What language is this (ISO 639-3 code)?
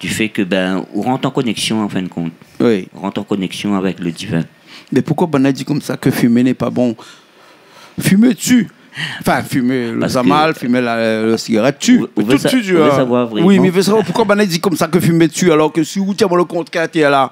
rcf